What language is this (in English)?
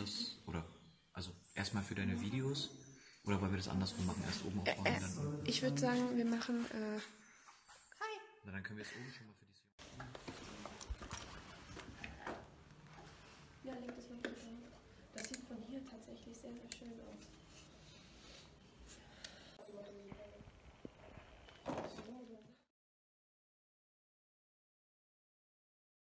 German